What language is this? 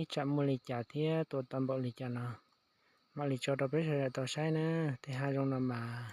Hmong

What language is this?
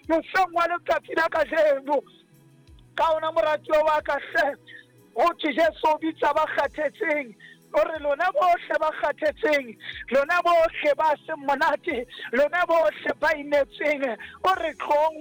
Southern Sotho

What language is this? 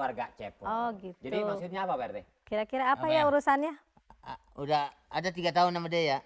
Betawi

